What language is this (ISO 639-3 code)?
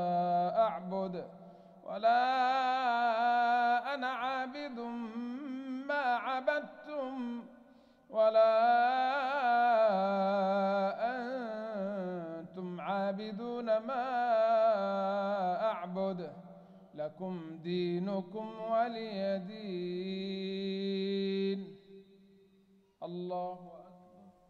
ara